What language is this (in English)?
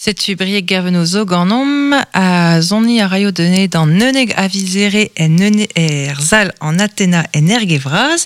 Breton